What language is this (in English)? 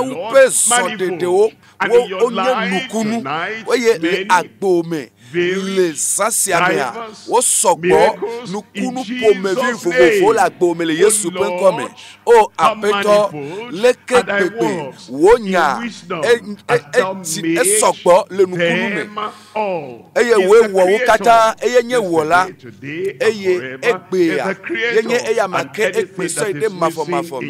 Ewe